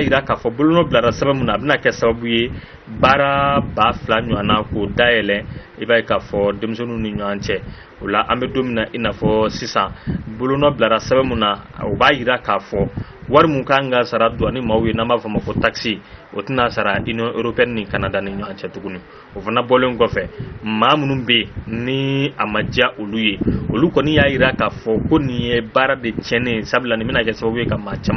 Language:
Bambara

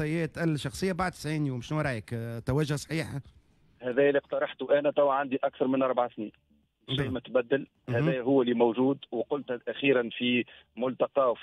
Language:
Tunisian Arabic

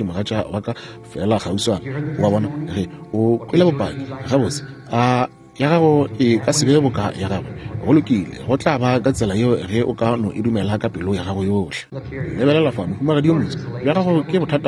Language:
Northern Sotho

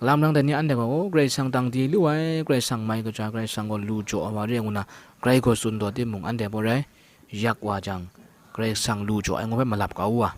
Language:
Kachin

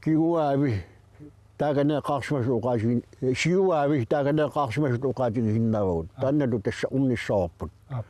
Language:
Kalaallisut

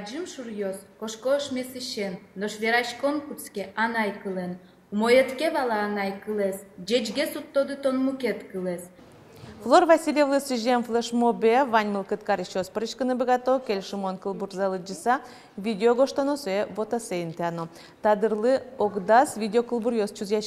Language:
Udmurt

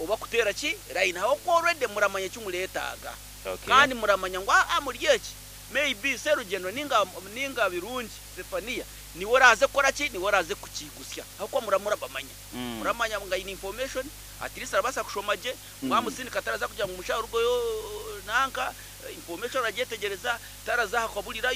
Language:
Nyankole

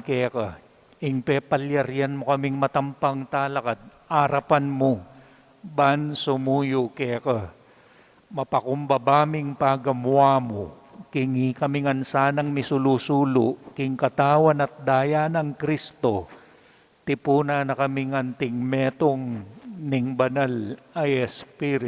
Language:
Pampanga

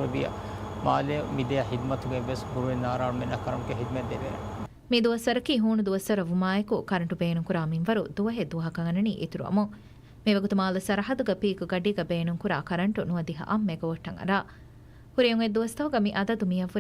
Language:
Divehi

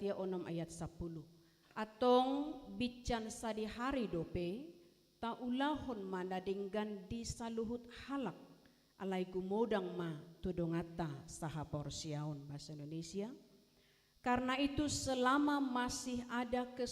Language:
Batak Toba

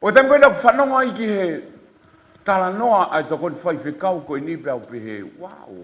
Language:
Tongan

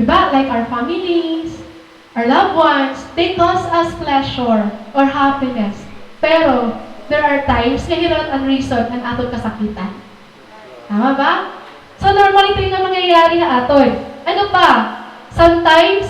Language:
Waray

